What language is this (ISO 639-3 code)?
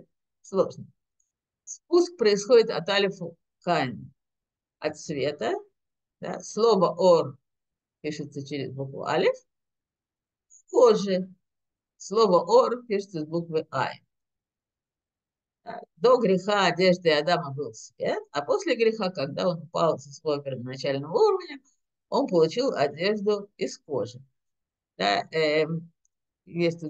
rus